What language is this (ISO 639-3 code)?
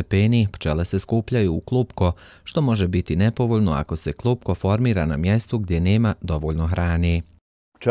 bos